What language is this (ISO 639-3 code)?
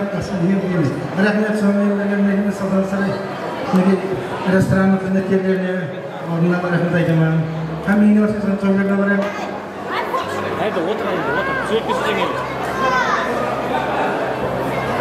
kaz